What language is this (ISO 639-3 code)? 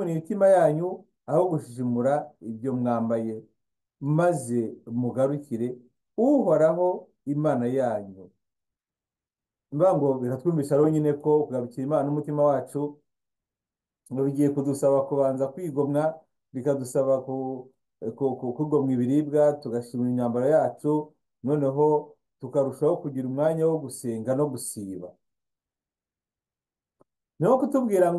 kin